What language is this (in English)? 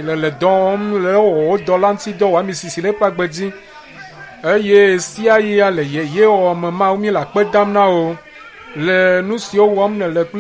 Ewe